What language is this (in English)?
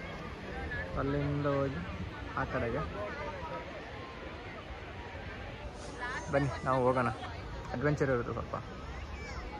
Kannada